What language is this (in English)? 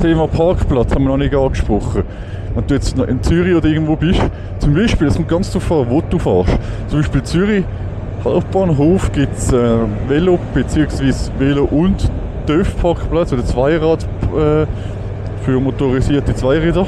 Swiss German